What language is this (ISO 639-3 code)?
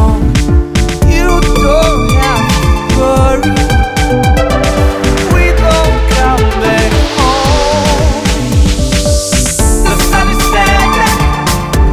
eng